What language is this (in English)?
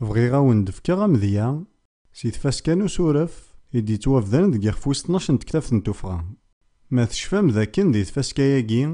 Kabyle